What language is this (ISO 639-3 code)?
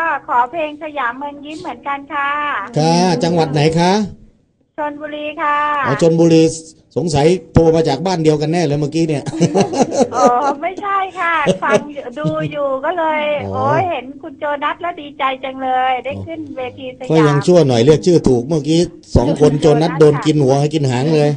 tha